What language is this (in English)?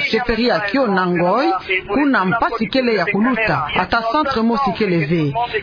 Kituba (Democratic Republic of Congo)